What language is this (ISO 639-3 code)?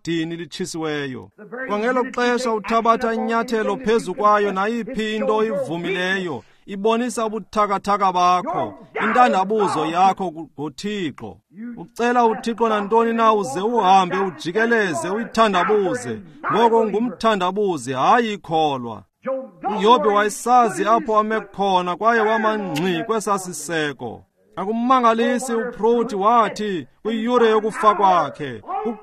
xho